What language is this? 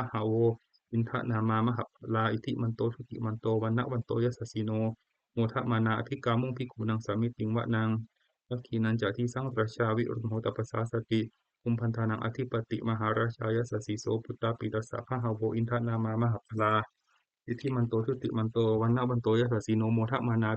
Pali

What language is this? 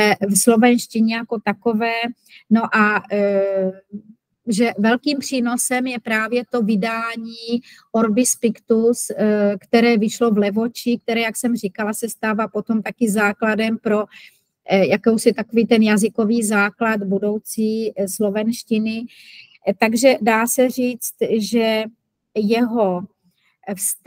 Czech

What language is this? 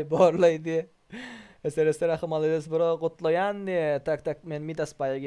Turkmen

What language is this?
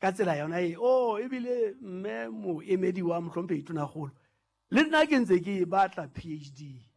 Southern Sotho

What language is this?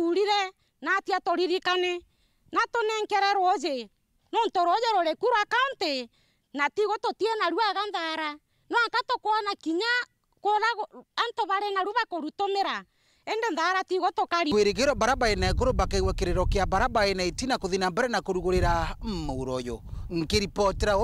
Meru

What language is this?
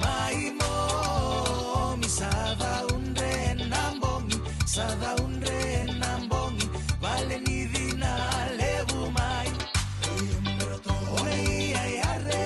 Fijian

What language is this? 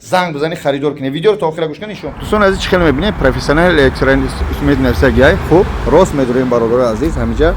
Tajik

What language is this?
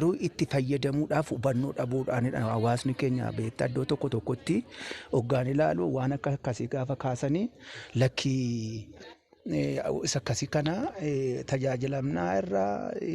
Oromo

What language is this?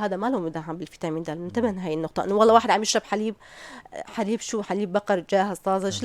North Levantine Arabic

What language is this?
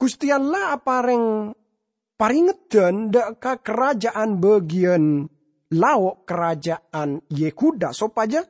Madurese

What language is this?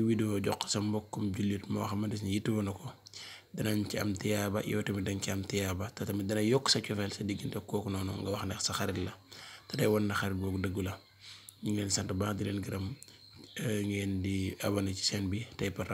Wolof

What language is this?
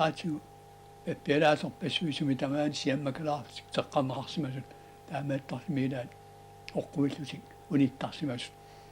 Kalaallisut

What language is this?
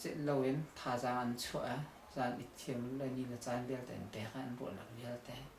Hakha Chin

